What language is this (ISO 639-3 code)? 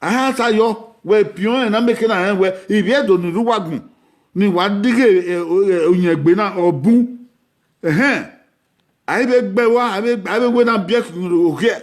bin